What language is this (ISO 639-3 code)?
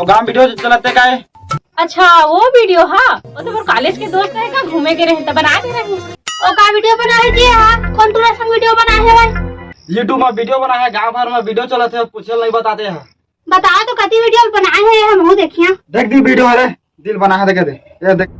hne